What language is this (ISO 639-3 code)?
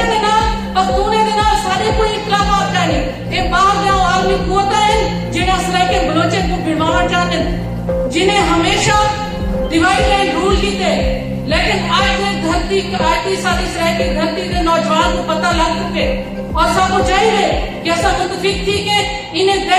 skr